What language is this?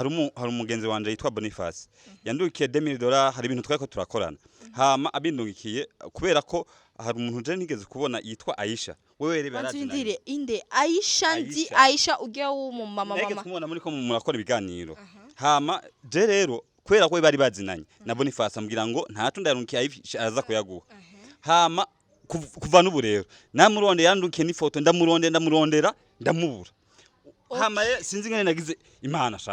Rundi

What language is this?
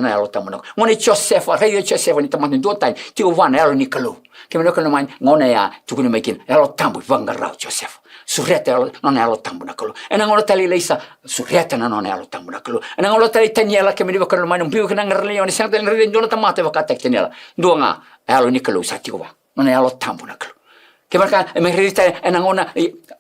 Fijian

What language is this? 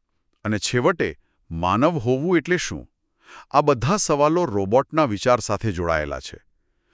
Gujarati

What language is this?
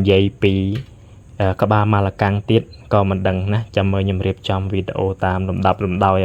Khmer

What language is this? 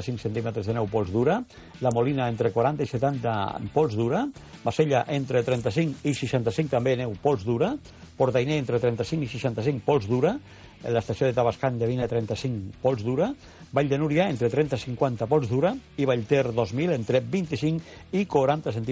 Catalan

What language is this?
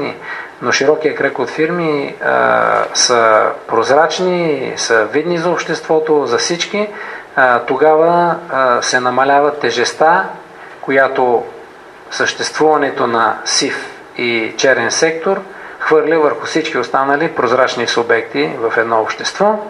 Bulgarian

